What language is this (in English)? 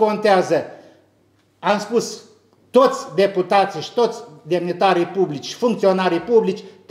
Romanian